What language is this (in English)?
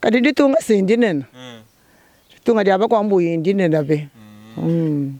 Luba-Lulua